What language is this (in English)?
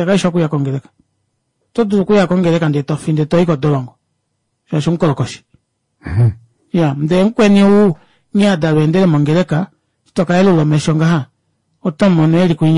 Kuanyama